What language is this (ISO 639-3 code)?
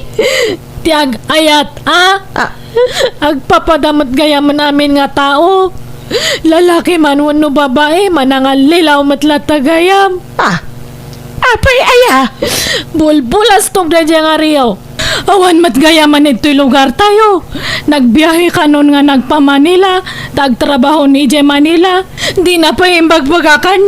ilo